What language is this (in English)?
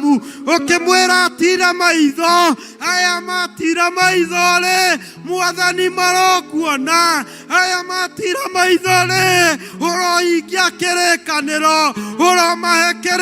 Kikuyu